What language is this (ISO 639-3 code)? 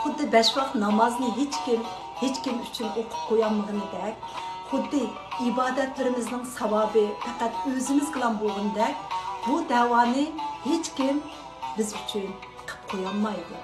uig